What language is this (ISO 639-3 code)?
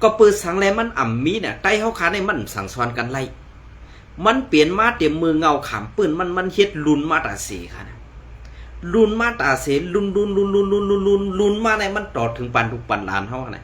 shn